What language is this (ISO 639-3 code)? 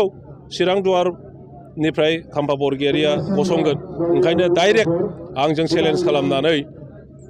brx